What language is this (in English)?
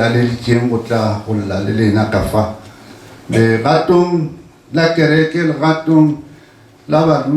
Northern Sotho